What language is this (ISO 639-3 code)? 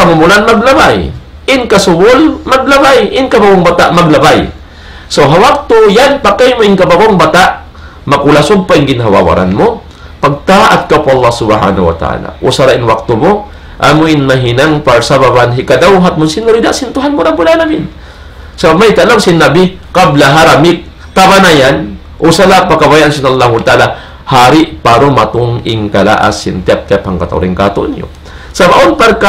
tsg